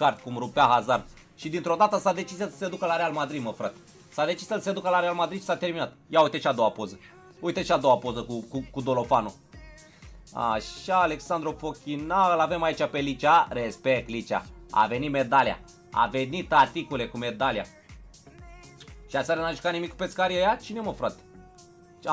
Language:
Romanian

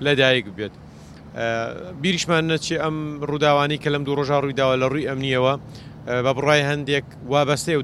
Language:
Central Kurdish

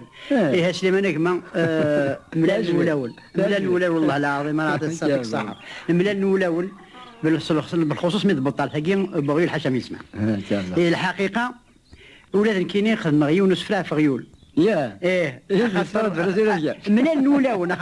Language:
Kabyle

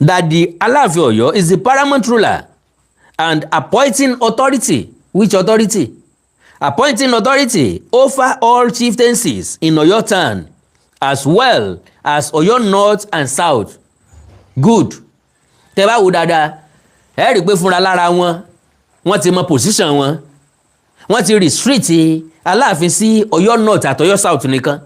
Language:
Yoruba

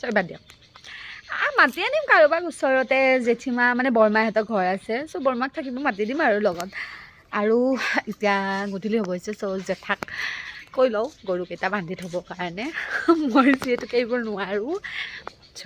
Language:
Assamese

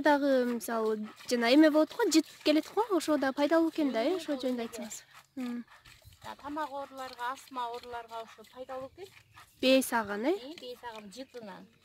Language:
Kyrgyz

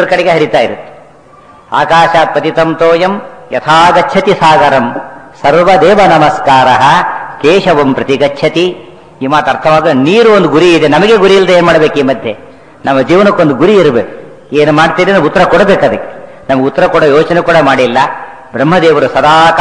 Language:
Kannada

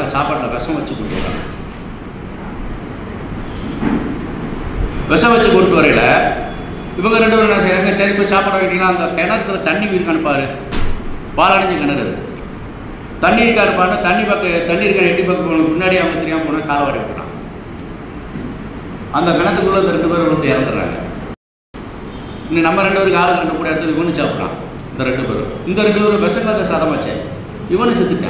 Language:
Tamil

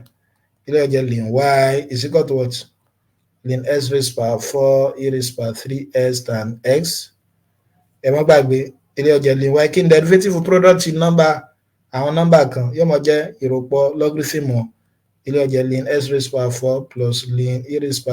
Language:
Yoruba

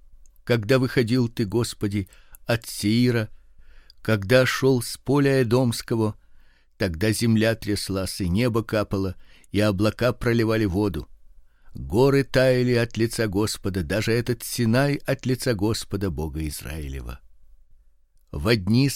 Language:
Russian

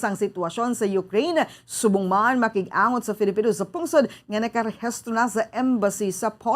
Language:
Hiligaynon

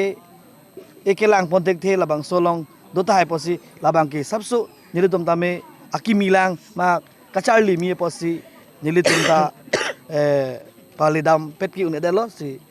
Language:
Karbi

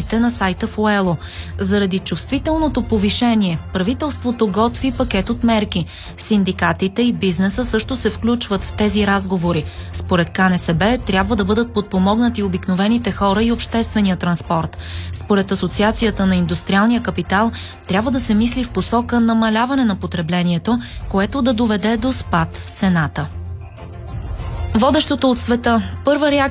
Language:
Bulgarian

